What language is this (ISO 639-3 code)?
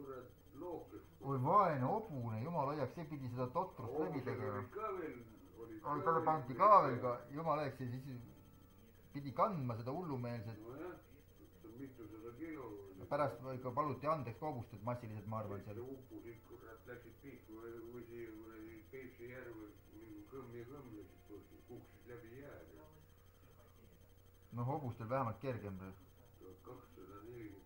est